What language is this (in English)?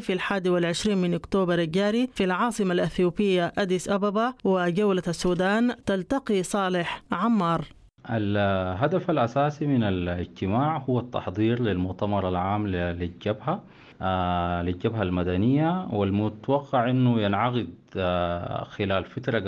Sudanese Arabic